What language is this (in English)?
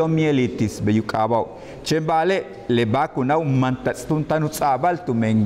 Yucateco